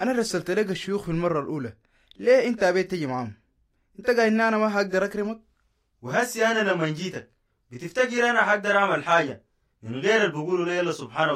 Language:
Sudanese Arabic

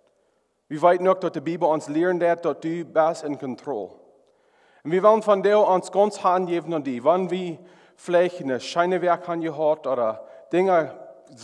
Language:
Plautdietsch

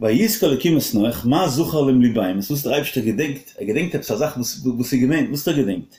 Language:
Yiddish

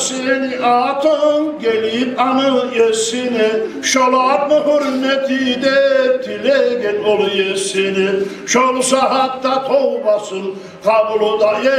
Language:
Kumyk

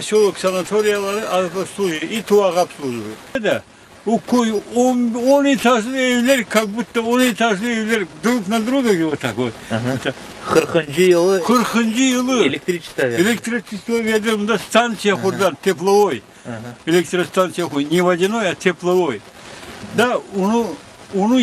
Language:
Crimean Tatar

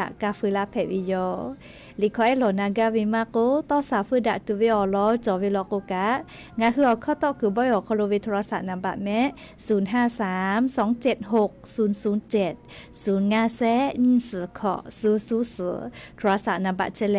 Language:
Lahu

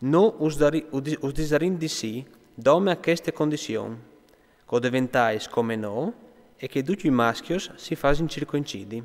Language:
Friulian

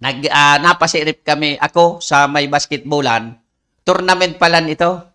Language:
Bikol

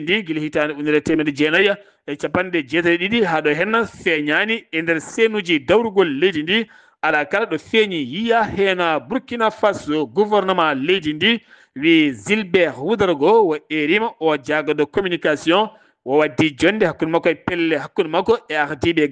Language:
Fula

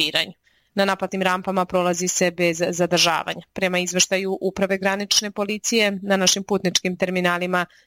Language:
Serbian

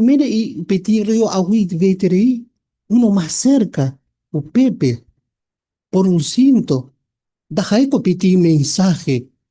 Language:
Guarani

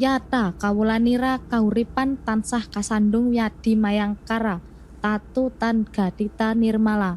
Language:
Javanese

